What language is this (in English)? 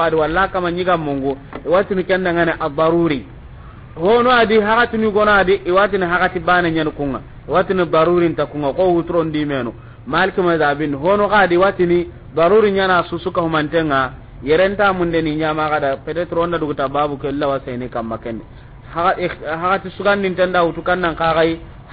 Soninke